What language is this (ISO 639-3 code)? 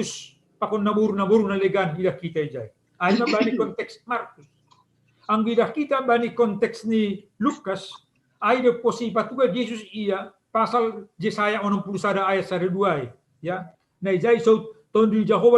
bts